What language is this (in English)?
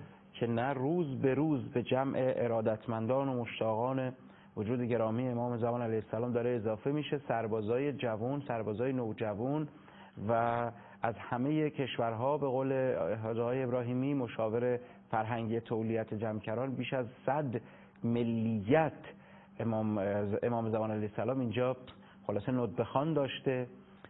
Persian